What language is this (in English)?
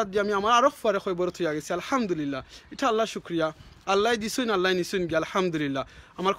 Sylheti